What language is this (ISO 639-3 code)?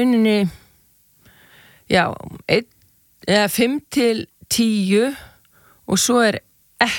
isl